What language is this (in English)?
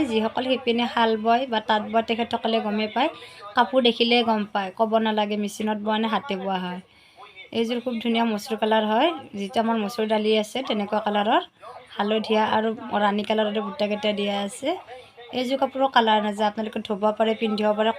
Assamese